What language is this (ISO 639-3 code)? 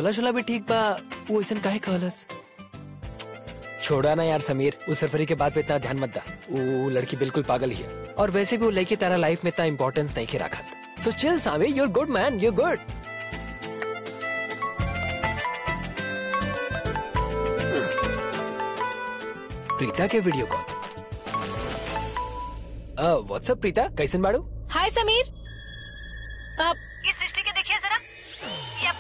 bho